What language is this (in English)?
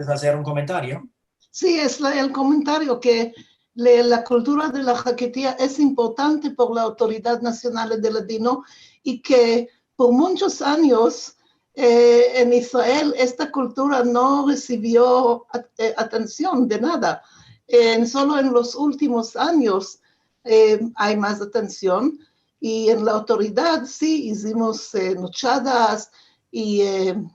Ladino